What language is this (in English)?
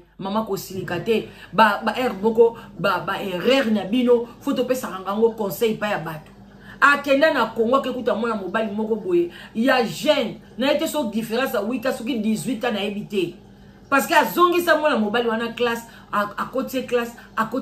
Lingala